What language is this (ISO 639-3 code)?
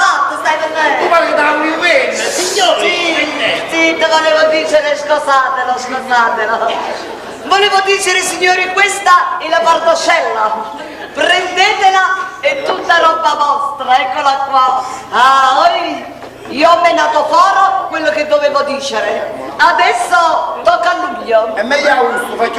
nap